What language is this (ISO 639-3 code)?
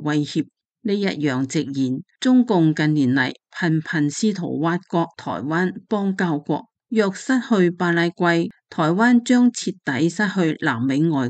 yue